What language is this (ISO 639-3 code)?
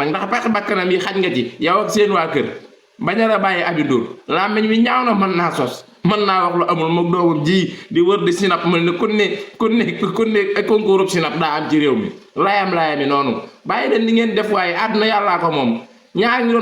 wol